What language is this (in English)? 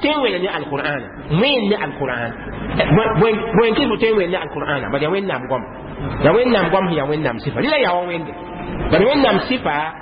Mossi